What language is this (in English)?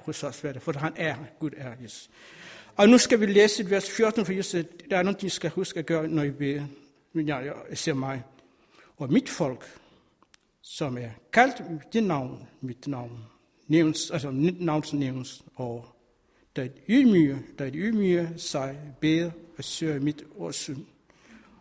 Danish